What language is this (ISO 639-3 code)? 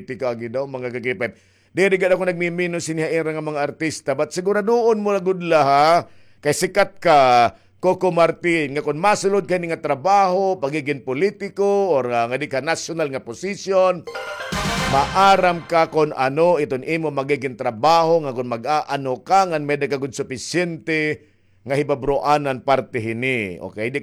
war